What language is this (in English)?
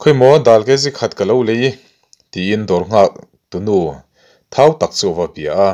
Mizo